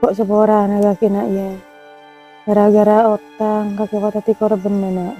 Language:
Madurese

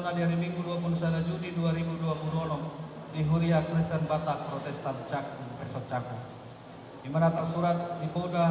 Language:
Batak Toba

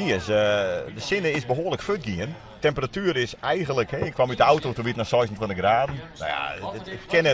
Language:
Western Frisian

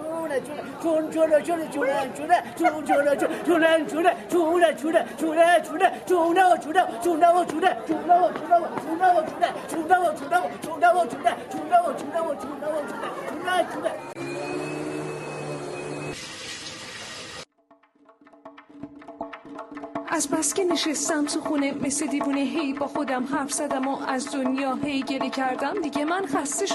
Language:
Persian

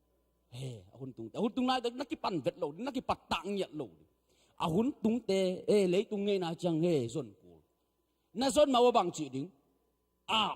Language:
Tedim Chin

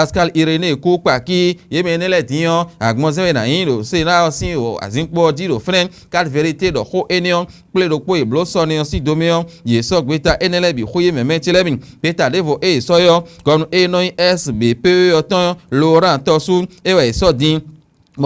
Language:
Fon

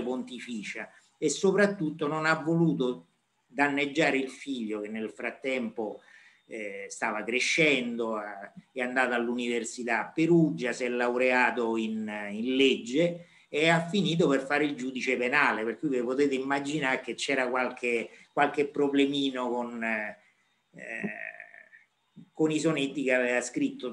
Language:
Italian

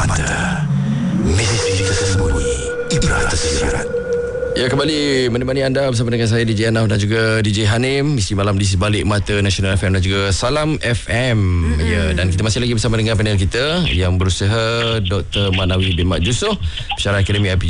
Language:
Malay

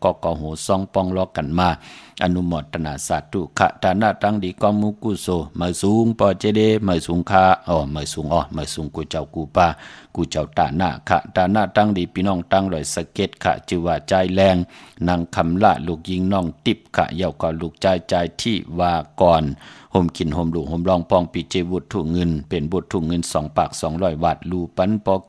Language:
Shan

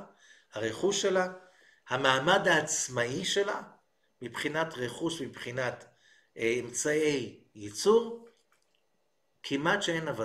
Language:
Hebrew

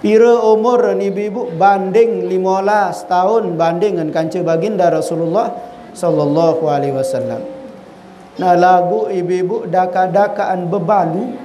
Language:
Sasak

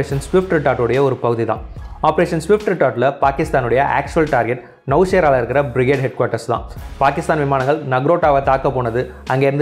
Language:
Tamil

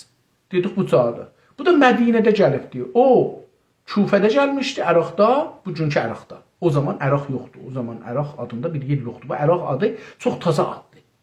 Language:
South Azerbaijani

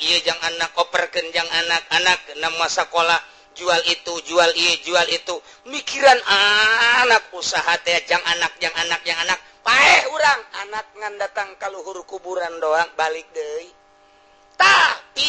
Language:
Sundanese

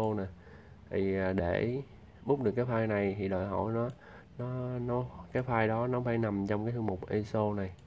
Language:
Vietnamese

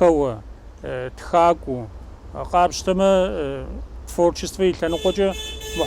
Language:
Kabardian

